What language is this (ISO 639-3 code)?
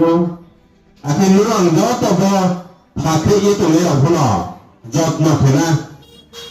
ria